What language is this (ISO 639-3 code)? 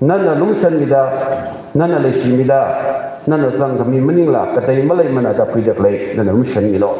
nmf